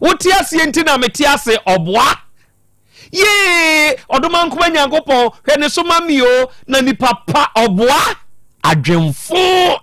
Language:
Akan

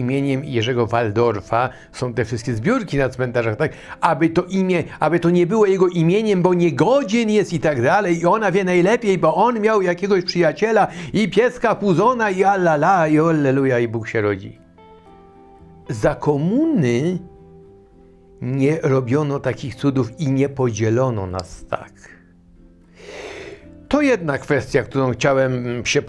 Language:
Polish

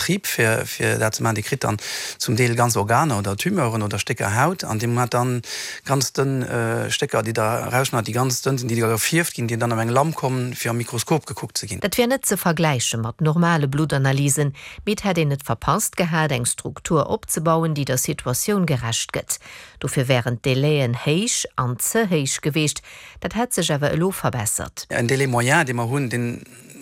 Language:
Luxembourgish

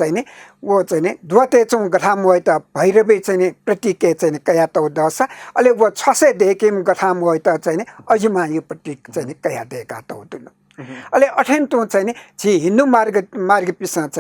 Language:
Newari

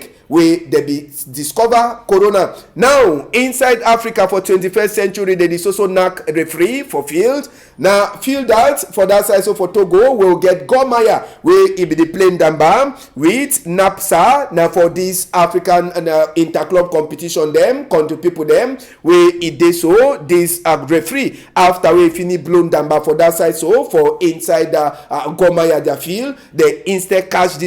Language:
Cameroon Pidgin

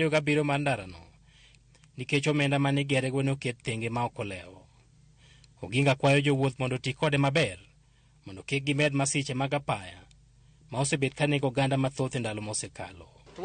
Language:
Luo (Kenya and Tanzania)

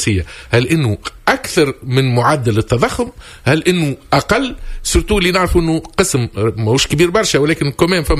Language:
Tunisian Arabic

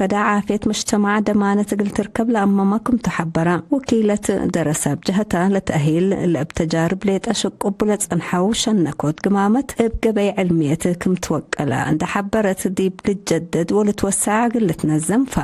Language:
Tigre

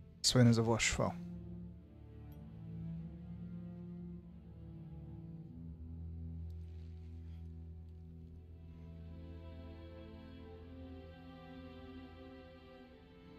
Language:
Hungarian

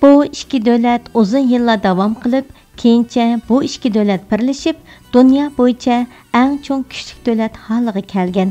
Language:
Uyghur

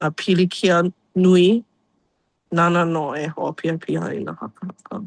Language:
Hawaiian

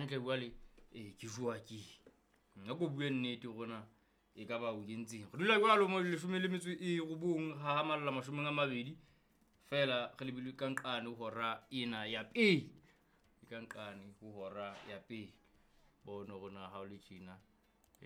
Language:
Southern Sotho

